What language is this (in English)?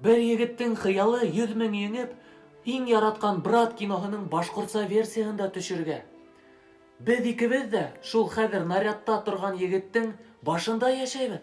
Bashkir